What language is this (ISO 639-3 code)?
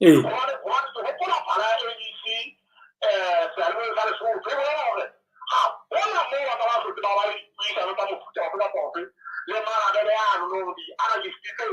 sot